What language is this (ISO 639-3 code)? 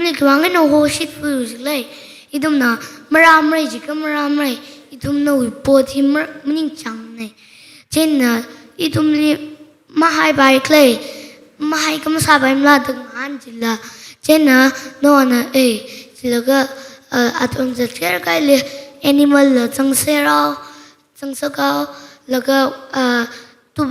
nmf